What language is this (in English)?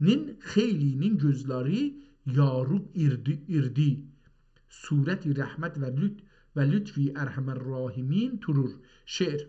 South Azerbaijani